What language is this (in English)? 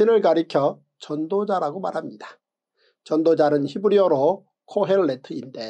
Korean